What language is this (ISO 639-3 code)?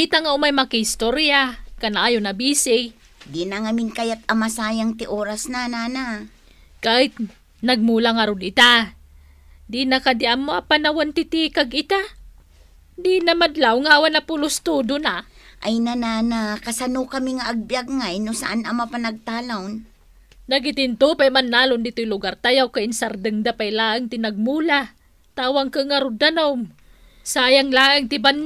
ilo